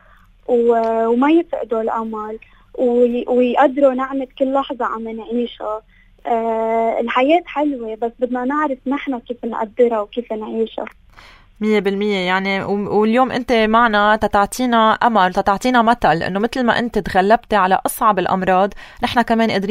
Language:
North Levantine Arabic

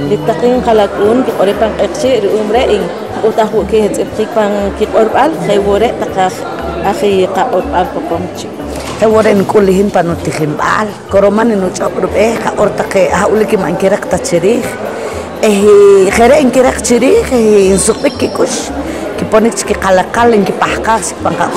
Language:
Poqomchi'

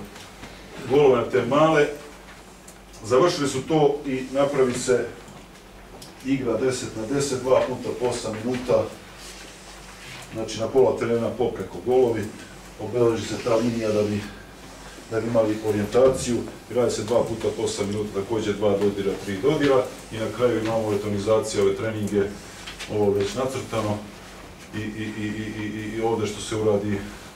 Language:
Serbian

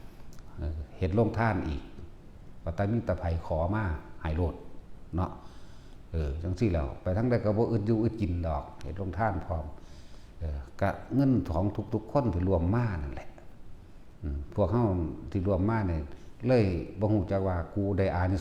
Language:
Lao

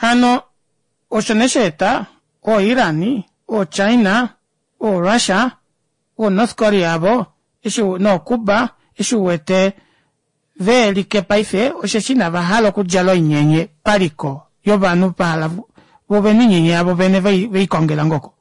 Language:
Kuanyama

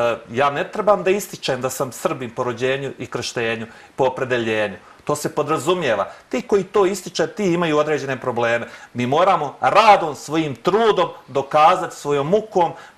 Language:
Serbian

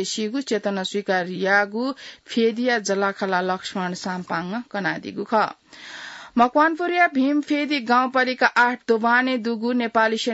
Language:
Newari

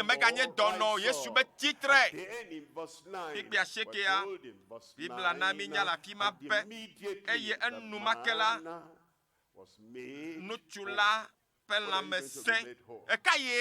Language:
Ewe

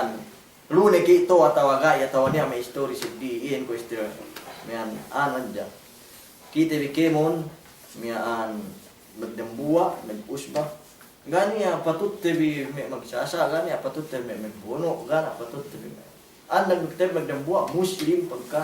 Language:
Yakan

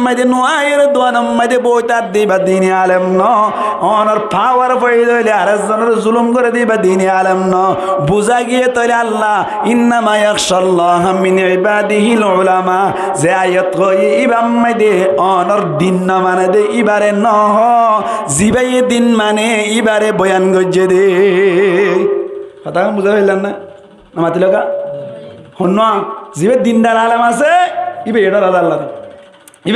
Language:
Rohingya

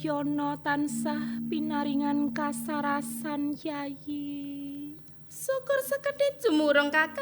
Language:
Javanese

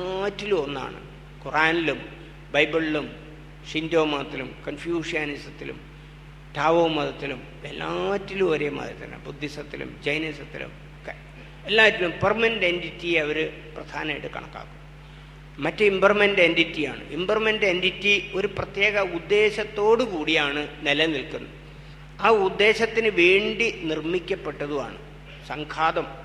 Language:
Malayalam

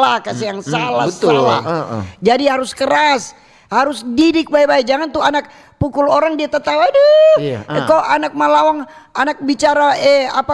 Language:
Manado Malay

